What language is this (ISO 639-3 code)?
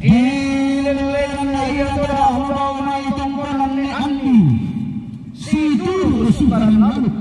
sda